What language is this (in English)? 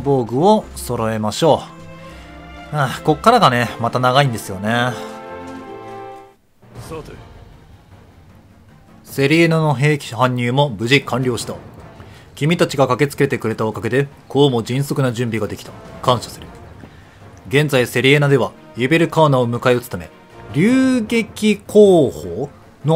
Japanese